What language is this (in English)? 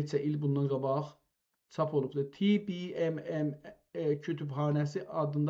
South Azerbaijani